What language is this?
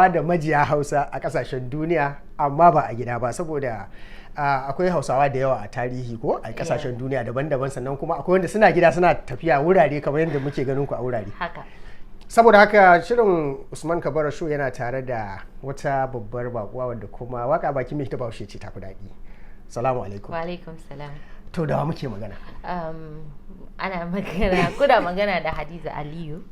Hausa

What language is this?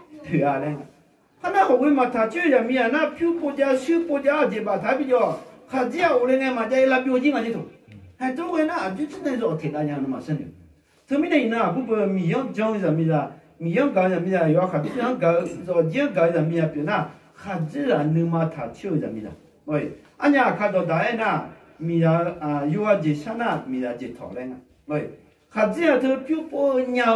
Akha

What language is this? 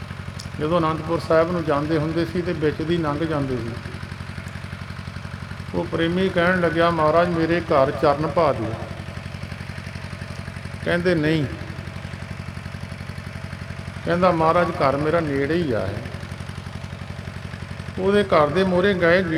Punjabi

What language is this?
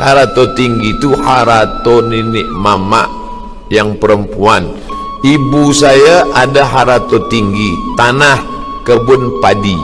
Minangkabau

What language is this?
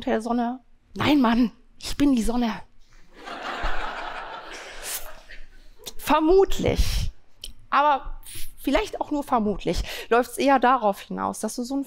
German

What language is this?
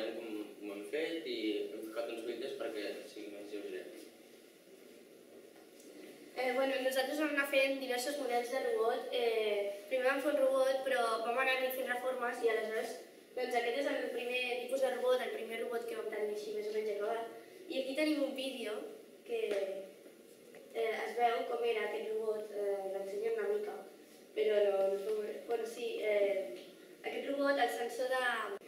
Catalan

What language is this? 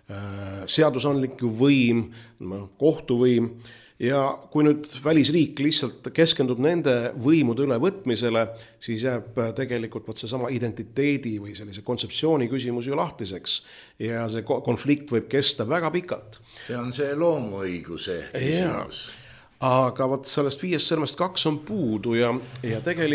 Estonian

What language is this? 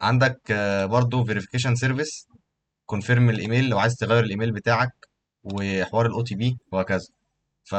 Egyptian Arabic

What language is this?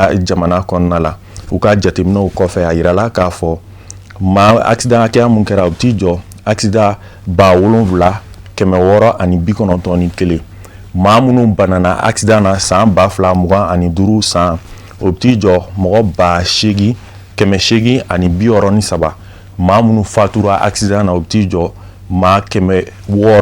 Bambara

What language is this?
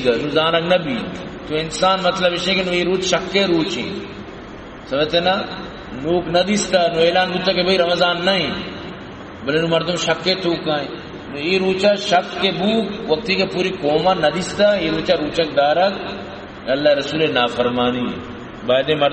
Baluchi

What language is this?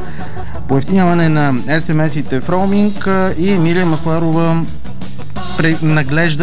Bulgarian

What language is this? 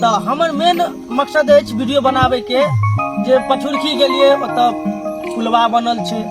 Maithili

